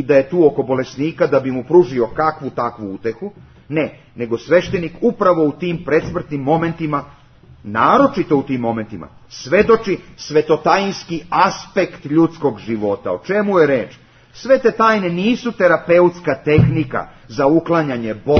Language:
Serbian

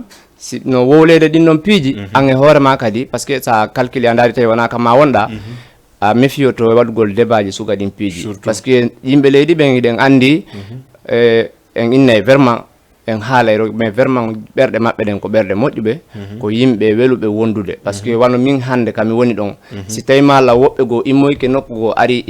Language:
Fula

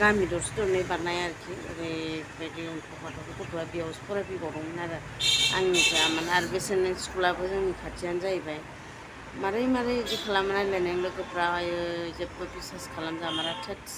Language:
Bodo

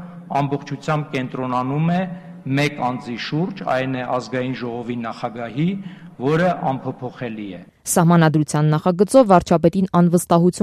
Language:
Armenian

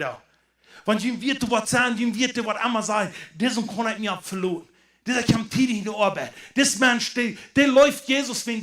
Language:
Plautdietsch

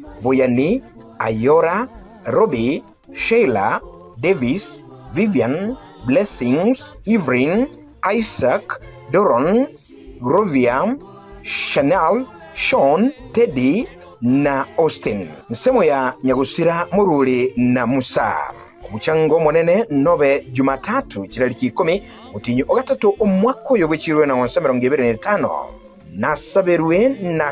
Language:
Gusii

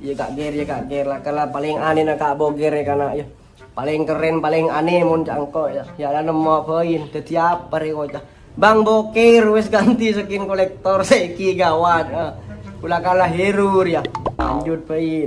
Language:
Madurese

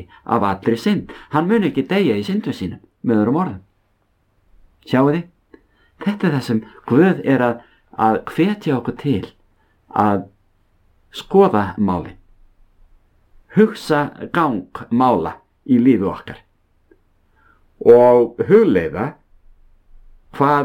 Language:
Icelandic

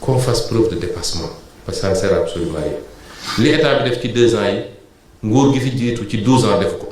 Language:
Wolof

